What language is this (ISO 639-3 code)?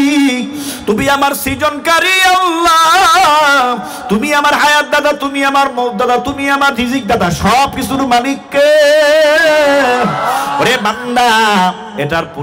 ben